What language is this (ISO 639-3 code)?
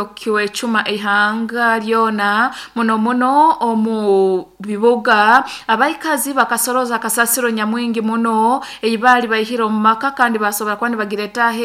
nyn